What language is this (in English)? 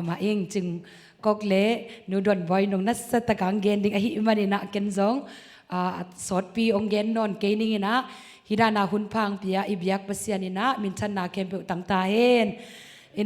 Tedim Chin